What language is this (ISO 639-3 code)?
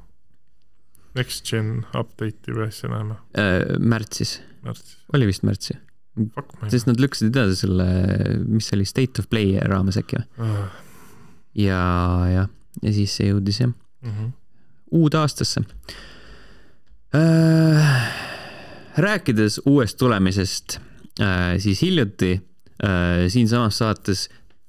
est